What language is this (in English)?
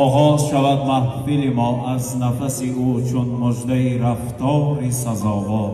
Tajik